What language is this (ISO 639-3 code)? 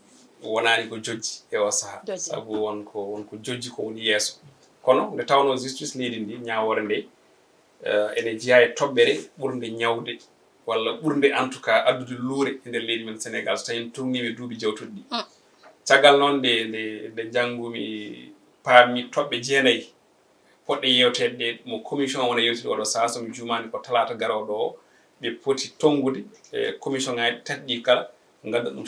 ful